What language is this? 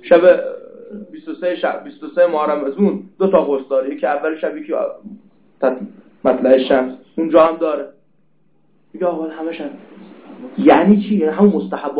Persian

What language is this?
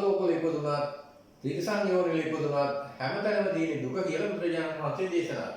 Sinhala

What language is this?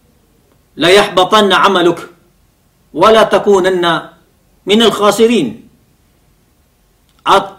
Filipino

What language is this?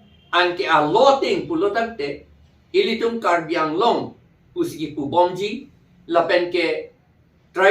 Karbi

